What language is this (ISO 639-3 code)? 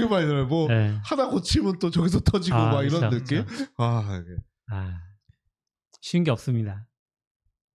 kor